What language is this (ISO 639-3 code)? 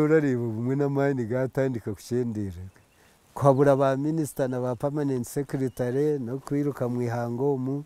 nyn